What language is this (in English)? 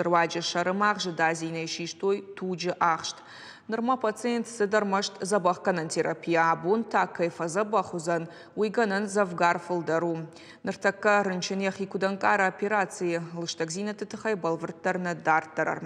Ossetic